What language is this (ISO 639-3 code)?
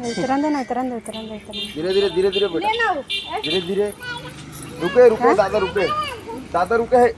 hne